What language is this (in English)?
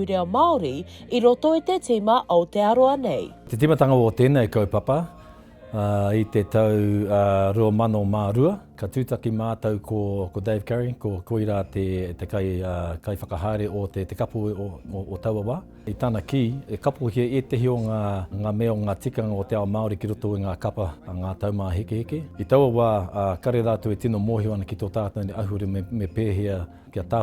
Māori